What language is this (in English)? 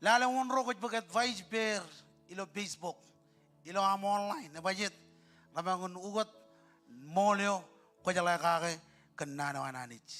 Marshallese